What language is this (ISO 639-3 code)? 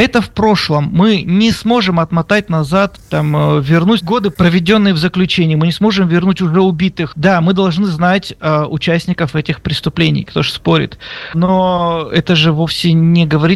rus